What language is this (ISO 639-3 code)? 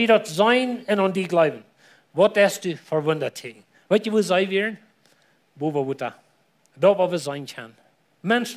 pdt